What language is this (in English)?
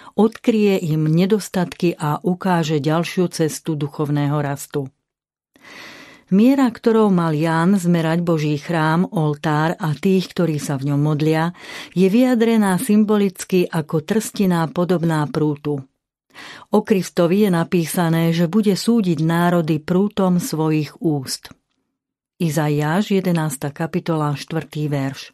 Slovak